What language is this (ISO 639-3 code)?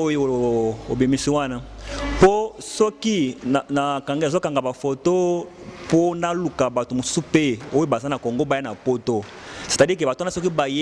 lin